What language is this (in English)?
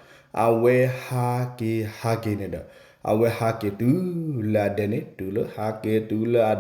S'gaw Karen